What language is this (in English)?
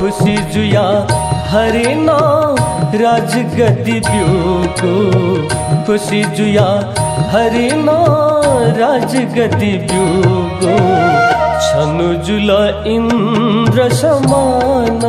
Newari